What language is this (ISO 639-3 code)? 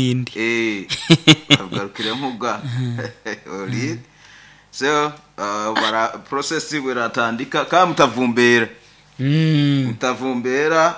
nyo